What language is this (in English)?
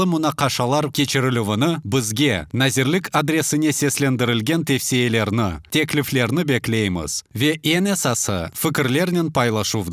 Crimean Tatar